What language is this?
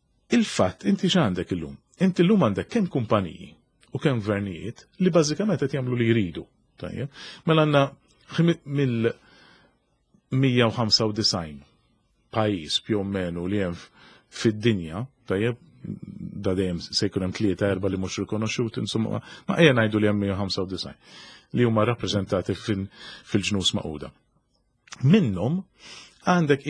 Maltese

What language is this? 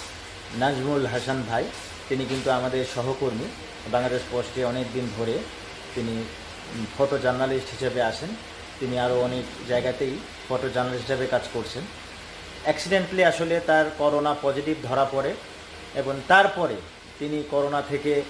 Bangla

